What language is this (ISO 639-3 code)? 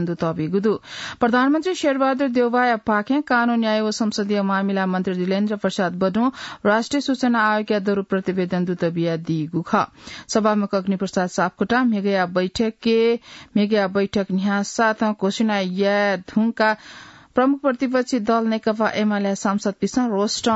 new